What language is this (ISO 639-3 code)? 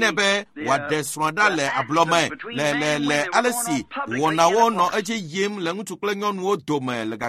ewe